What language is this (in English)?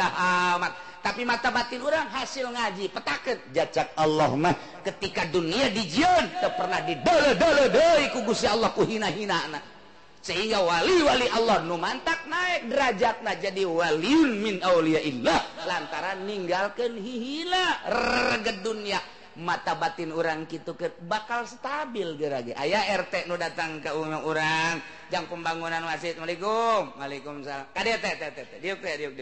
Sundanese